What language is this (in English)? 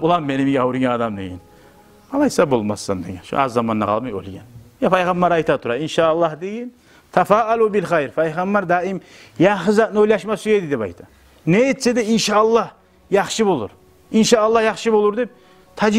Kumyk